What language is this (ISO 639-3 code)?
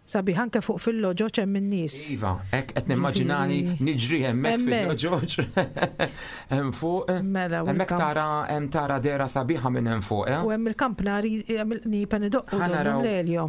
mlt